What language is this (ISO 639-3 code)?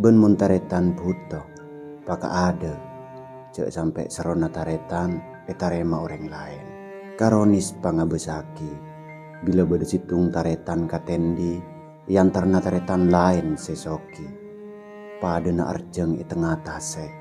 mad